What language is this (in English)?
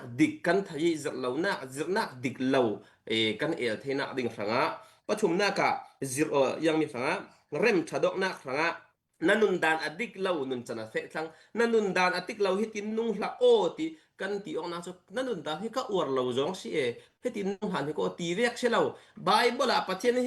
Falam Chin